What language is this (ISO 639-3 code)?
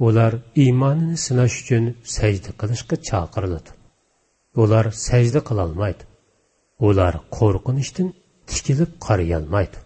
uig